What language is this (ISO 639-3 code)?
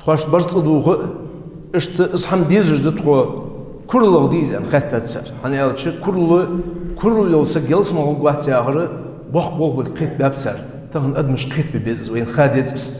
inh